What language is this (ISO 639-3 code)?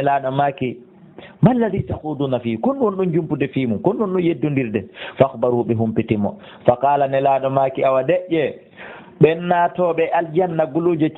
ful